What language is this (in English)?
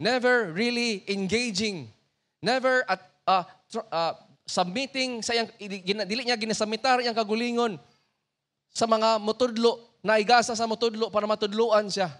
Cebuano